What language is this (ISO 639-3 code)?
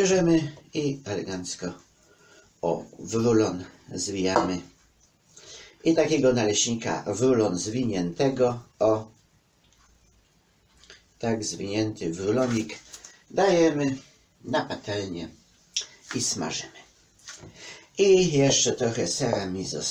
pol